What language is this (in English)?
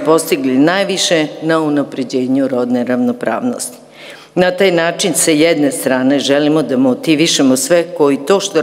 Serbian